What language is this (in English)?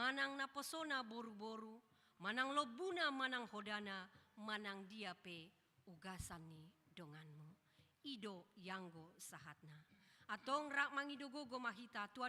Batak Toba